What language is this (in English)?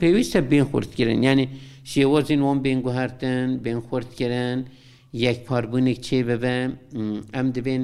Kurdish